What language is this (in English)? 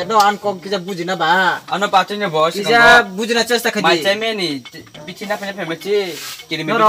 Kok Borok